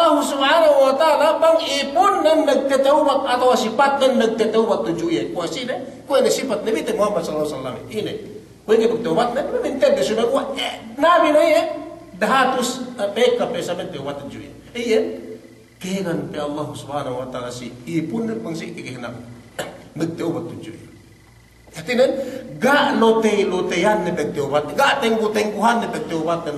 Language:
Yakan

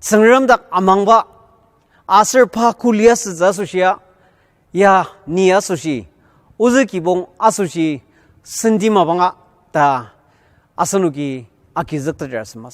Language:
Ao Naga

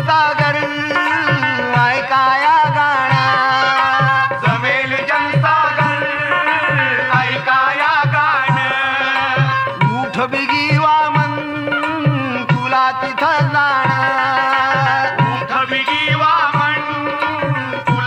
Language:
Marathi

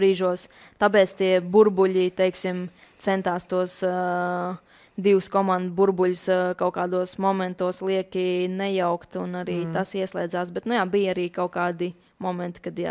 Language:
Latvian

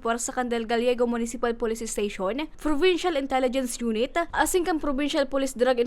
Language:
Bikol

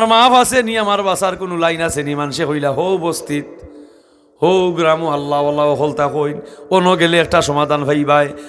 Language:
Sylheti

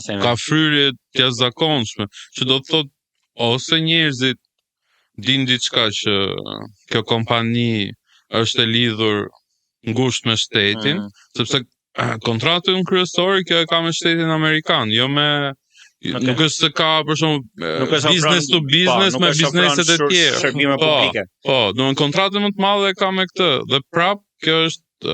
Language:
Albanian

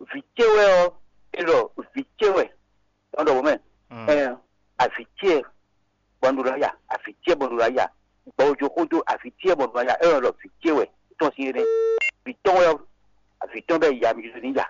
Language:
Fon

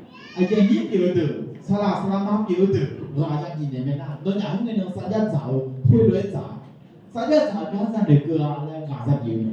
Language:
Akha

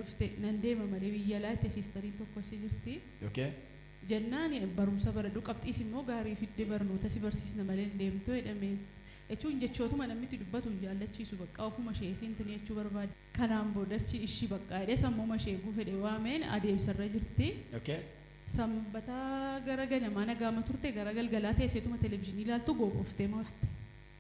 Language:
Oromo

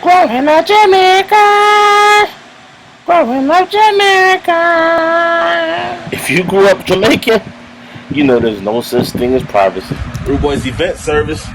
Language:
Jamaican Creole English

